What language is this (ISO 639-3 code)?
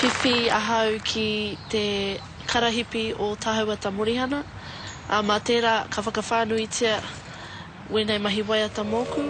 mri